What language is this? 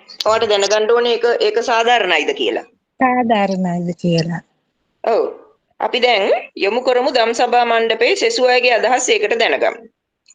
Sinhala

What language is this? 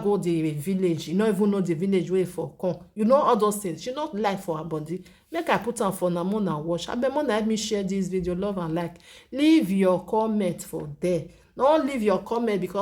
Nigerian Pidgin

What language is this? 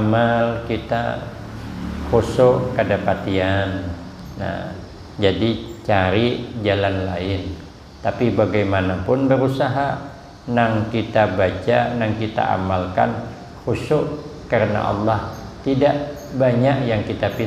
Banjar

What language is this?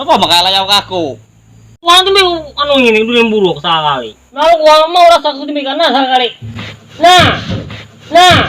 Banjar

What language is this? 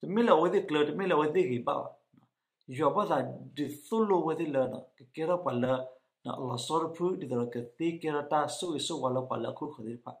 S'gaw Karen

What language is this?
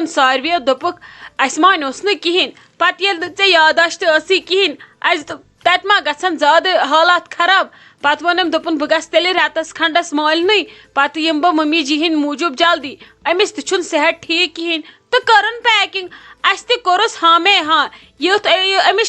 Kashmiri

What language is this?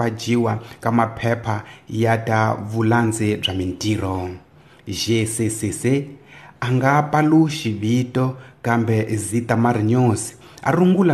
Tsonga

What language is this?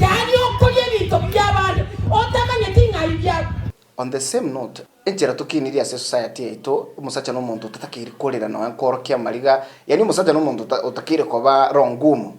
Gusii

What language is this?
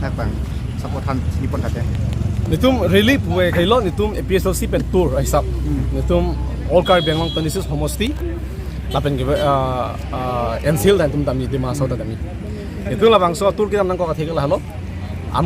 Karbi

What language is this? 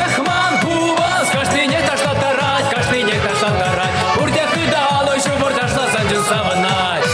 Chuvash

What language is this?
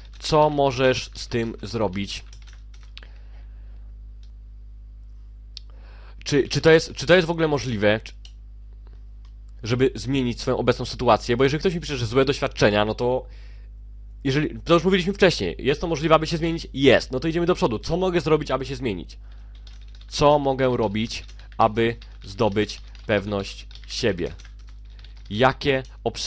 Polish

